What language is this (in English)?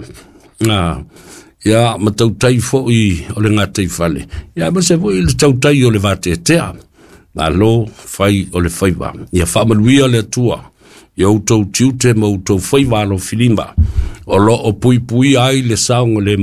Samoan